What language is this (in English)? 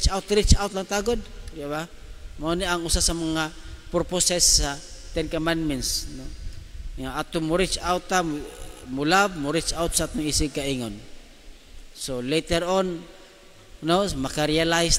Cebuano